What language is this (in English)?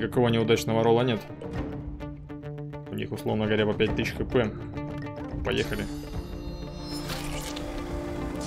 Russian